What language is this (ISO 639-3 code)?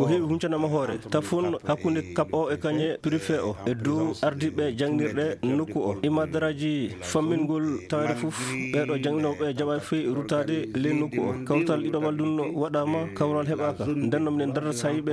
ful